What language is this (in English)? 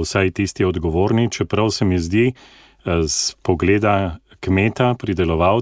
Slovenian